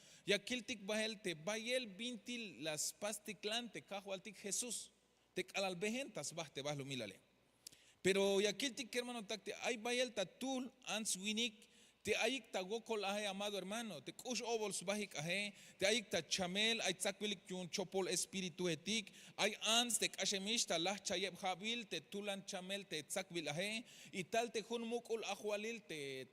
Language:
Tzeltal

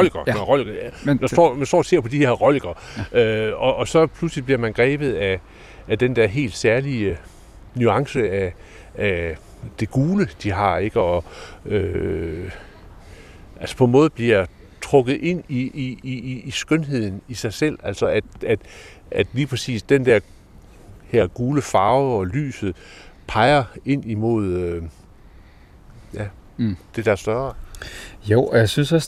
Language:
Danish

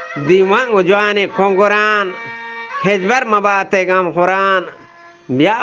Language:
Eastern Balochi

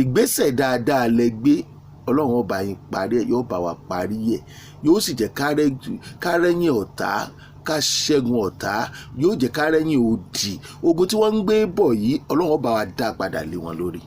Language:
Yoruba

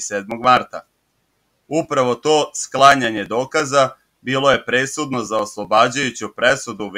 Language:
Serbian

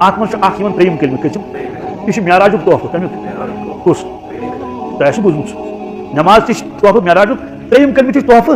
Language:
Kashmiri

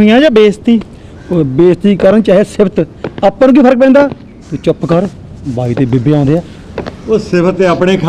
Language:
Punjabi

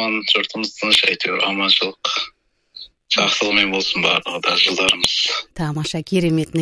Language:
Kazakh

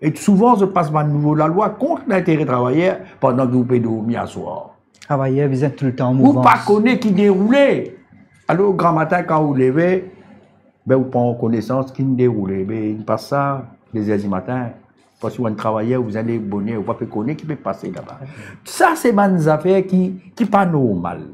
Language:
Morisyen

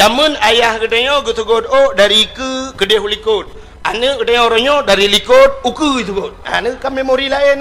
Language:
Achinese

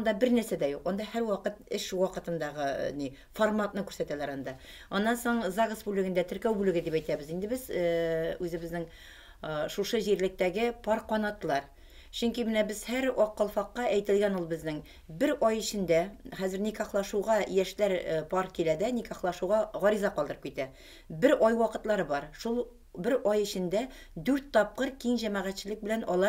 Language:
Tatar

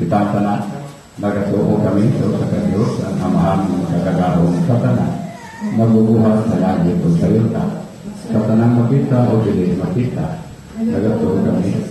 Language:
Cebuano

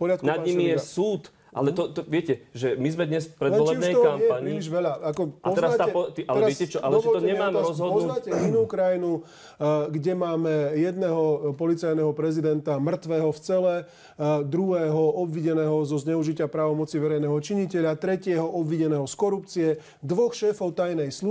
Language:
Slovak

